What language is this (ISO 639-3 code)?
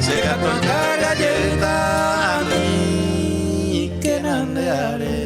grn